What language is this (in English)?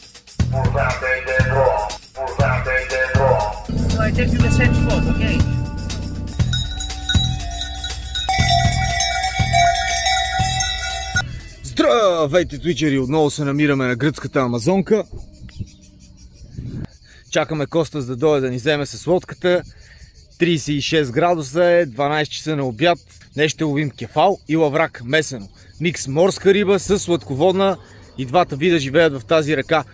Bulgarian